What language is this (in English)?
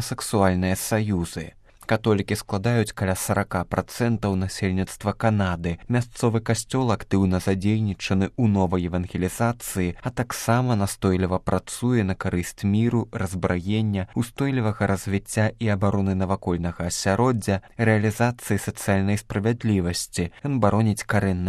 Belarusian